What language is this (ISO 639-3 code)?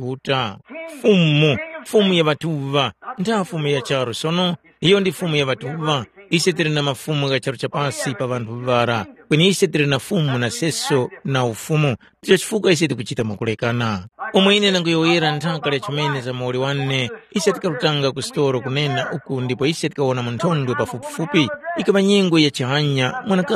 tum